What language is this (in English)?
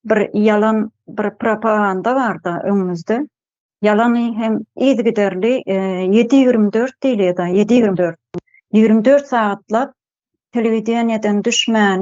Turkmen